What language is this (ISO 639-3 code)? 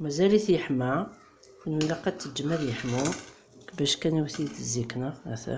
kab